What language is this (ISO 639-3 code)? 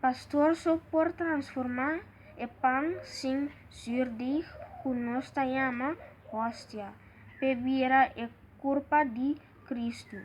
pap